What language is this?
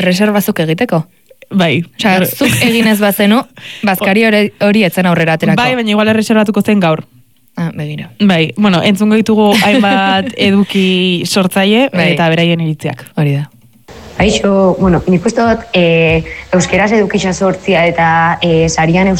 Basque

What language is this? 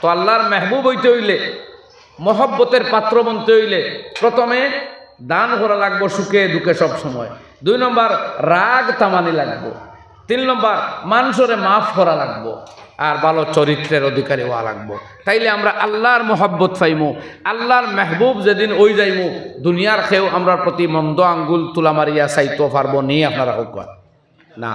Sylheti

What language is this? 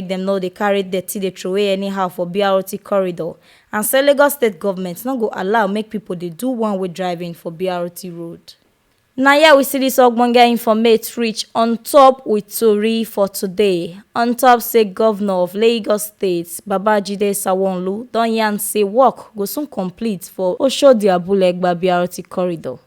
Nigerian Pidgin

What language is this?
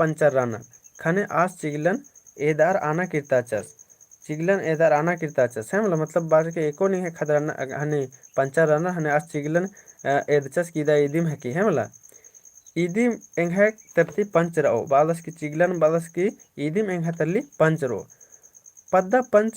Kurukh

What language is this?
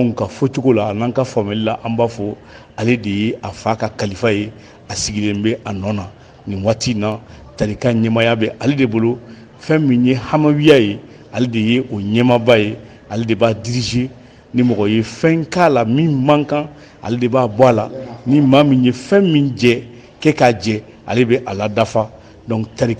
Bambara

